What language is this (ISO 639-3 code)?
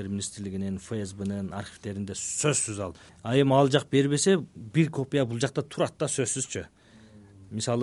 kir